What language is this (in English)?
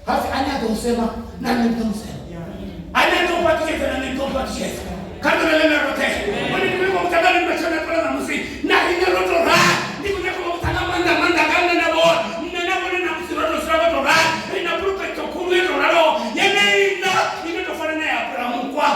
Venda